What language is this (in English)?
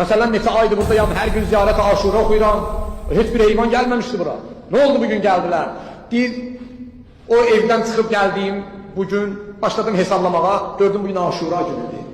Azerbaijani